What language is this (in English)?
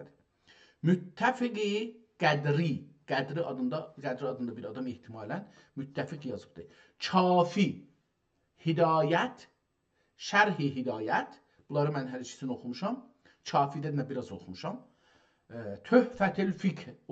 South Azerbaijani